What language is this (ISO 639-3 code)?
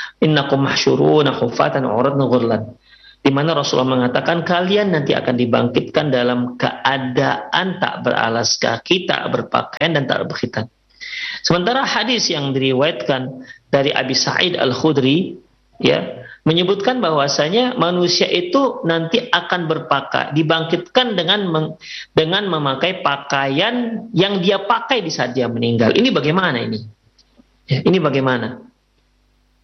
ind